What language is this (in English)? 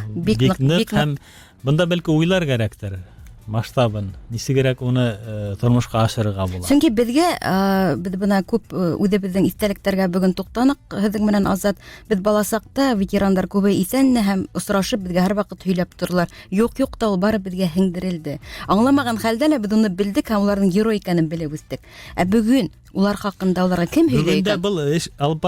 Bashkir